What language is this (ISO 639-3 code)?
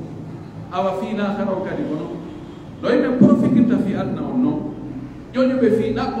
fuf